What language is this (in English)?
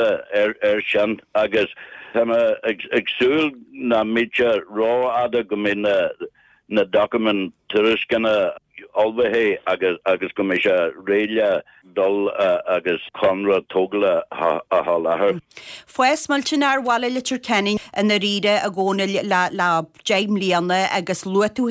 Irish